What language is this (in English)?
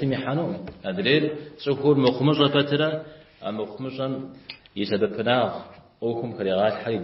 Kabardian